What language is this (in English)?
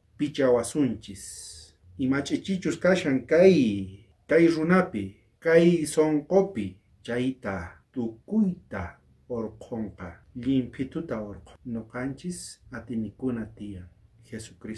South Bolivian Quechua